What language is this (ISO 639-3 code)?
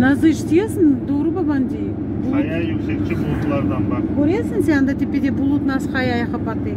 crh